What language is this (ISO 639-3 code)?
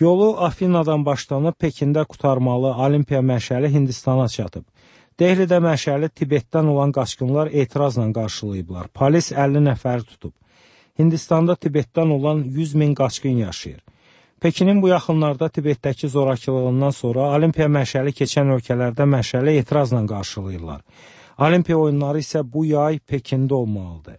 aze